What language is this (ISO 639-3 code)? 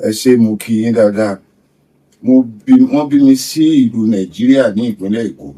yor